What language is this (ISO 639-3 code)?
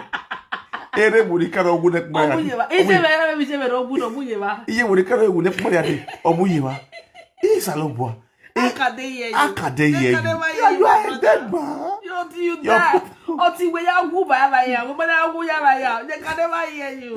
pcm